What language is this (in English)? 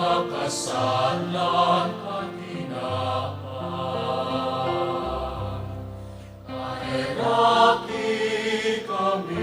Bikol